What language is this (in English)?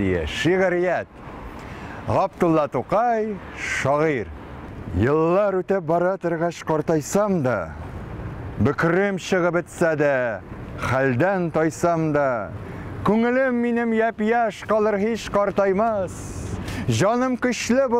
Tatar